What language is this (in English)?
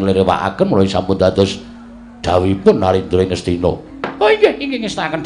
Javanese